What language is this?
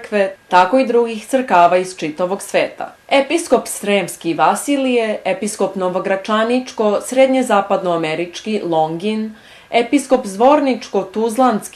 Serbian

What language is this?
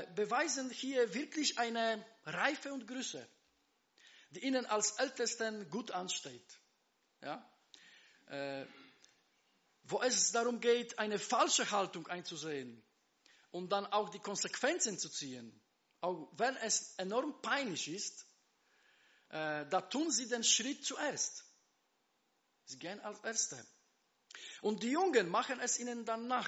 German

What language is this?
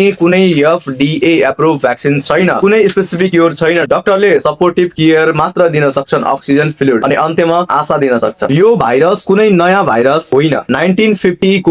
Nepali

